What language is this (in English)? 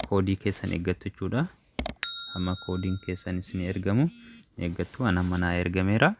Oromo